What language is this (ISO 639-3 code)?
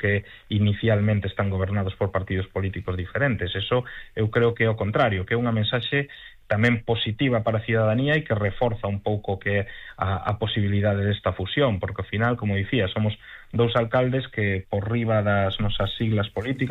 glg